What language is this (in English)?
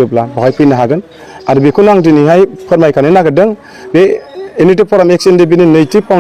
Bodo